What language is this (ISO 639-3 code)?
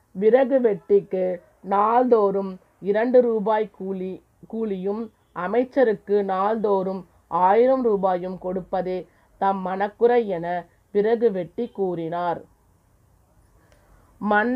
tam